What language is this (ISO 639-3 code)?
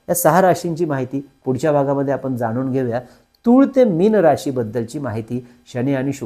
mar